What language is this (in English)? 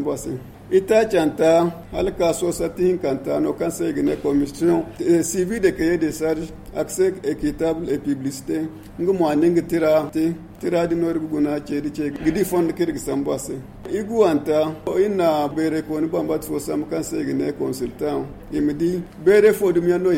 Zarma